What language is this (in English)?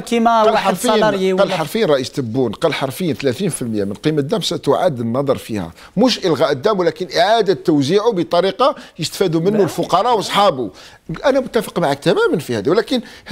Algerian Arabic